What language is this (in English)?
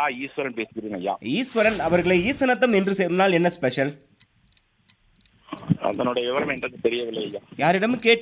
Tamil